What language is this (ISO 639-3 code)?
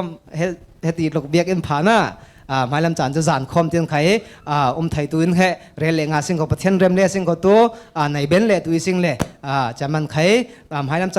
cfm